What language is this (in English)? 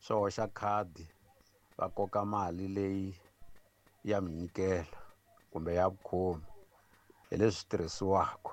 Tsonga